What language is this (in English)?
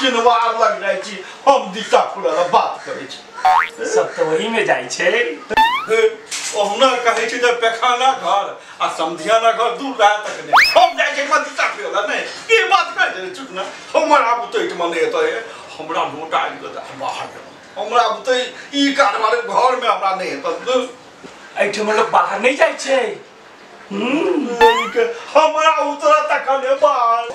Maithili